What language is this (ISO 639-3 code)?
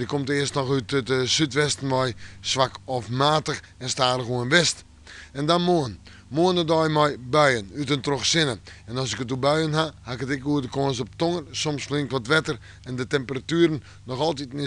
fry